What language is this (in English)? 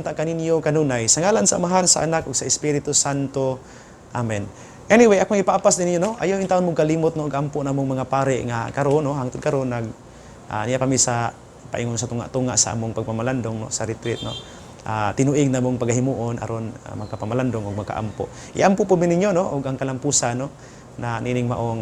Cebuano